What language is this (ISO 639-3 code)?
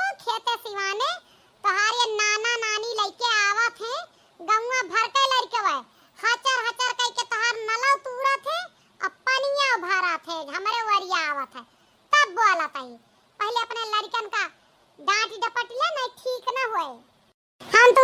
awa